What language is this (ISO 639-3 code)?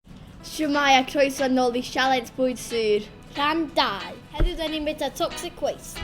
cym